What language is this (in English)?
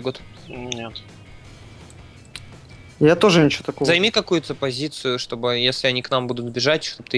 Russian